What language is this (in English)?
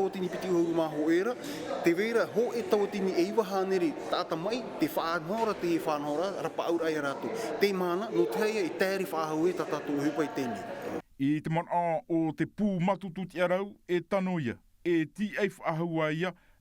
Tahitian